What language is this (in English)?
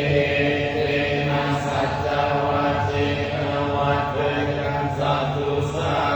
Pali